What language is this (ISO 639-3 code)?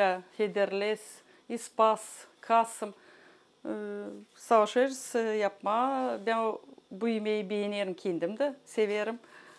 gag